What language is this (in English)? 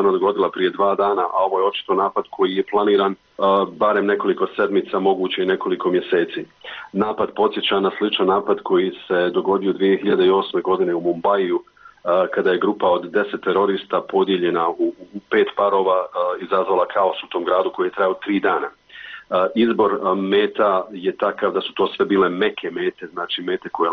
Bosnian